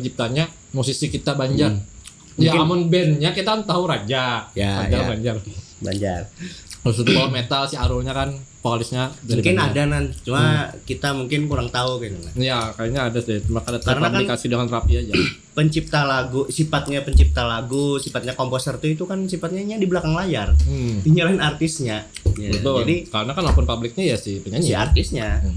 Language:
Banjar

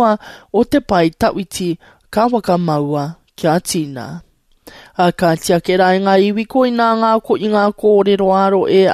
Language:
Māori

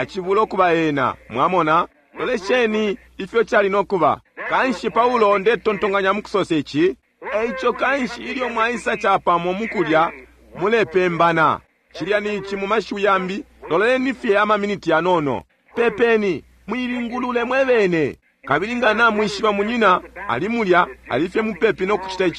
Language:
Bemba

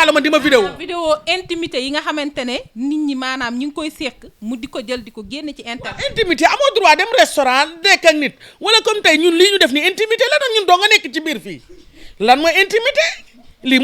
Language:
Wolof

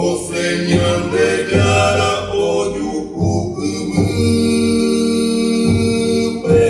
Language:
Guarani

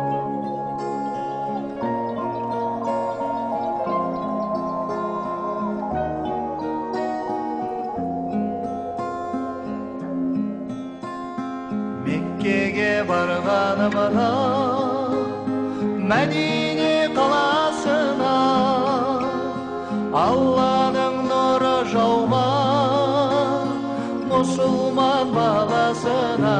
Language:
Kazakh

